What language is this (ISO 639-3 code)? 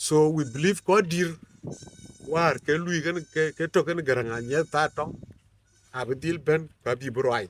din